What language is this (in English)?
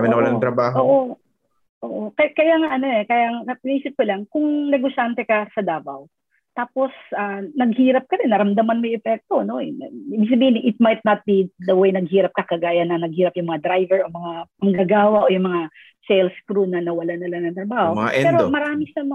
Filipino